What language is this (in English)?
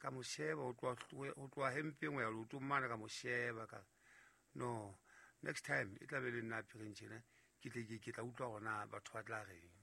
Southern Sotho